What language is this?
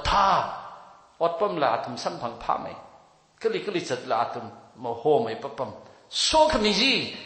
Tangkhul Naga (India)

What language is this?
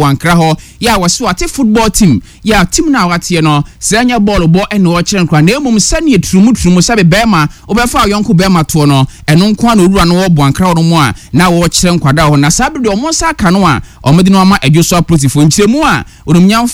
Akan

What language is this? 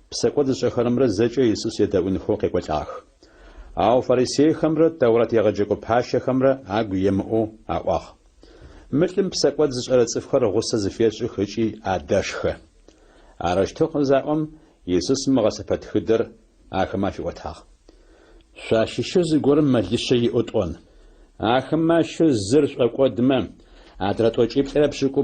Adyghe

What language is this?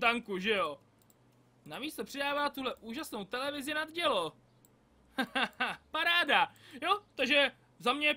Czech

